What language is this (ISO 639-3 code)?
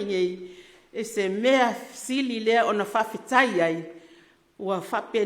smo